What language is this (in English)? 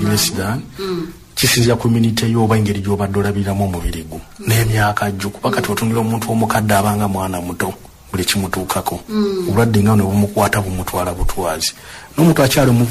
Ganda